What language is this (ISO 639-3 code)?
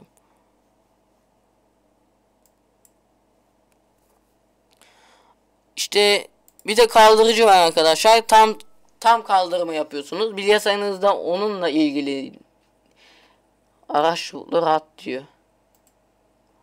tur